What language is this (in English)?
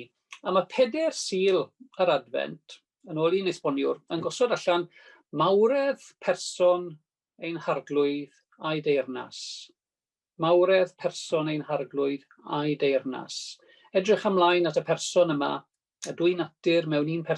Welsh